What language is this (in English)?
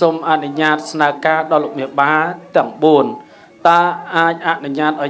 Khmer